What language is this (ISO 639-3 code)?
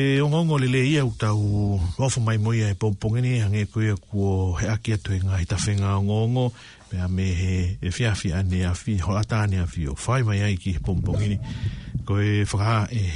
ton